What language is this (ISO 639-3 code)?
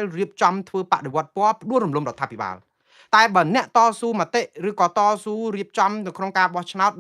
khm